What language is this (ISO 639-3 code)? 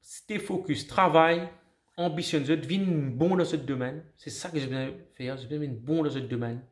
mfe